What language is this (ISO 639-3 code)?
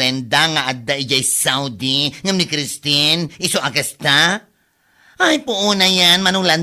ilo